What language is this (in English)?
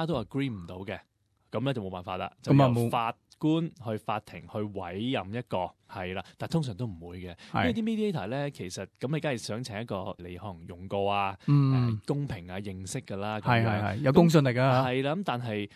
Cantonese